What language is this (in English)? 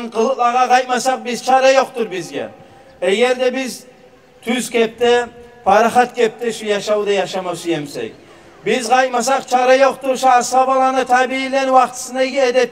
Kumyk